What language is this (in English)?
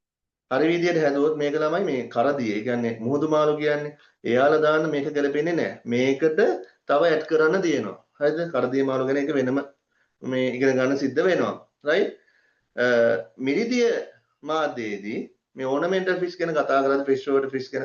Sinhala